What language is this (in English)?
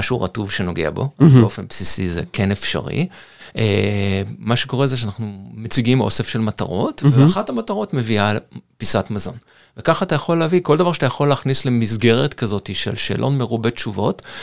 Hebrew